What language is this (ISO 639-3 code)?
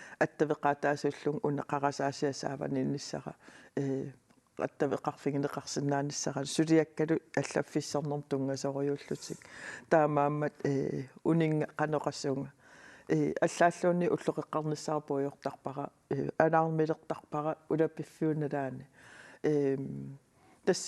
kal